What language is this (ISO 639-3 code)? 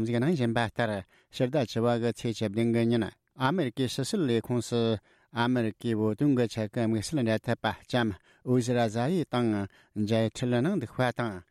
bod